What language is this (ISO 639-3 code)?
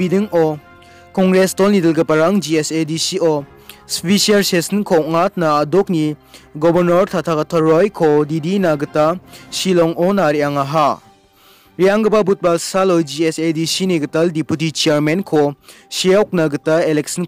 grt